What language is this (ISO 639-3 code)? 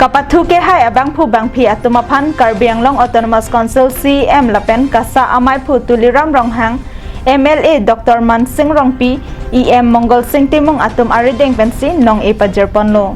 mjw